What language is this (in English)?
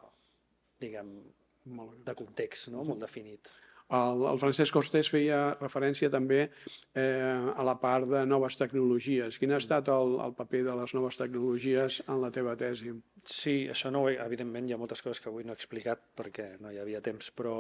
Catalan